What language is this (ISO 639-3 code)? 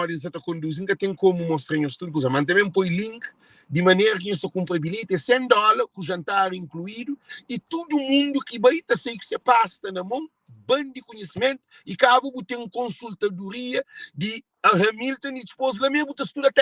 kea